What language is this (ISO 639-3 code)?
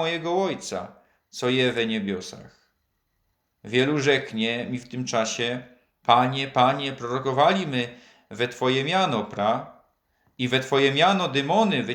szl